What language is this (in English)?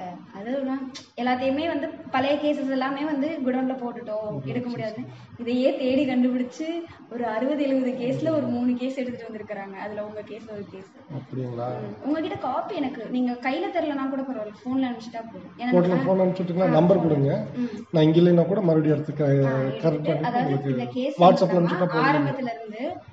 Tamil